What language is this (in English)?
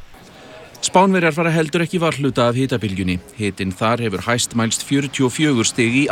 Icelandic